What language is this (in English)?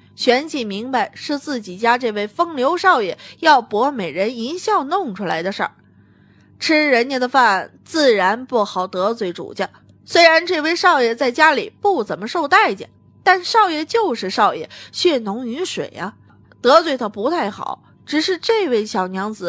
Chinese